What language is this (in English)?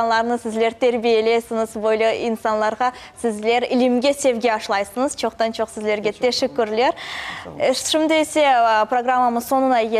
Crimean Tatar